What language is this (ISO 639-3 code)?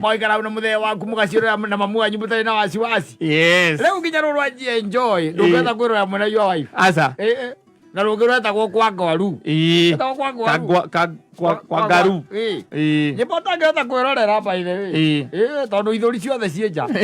kik